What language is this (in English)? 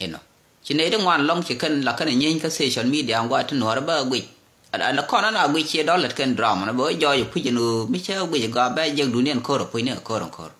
Nuer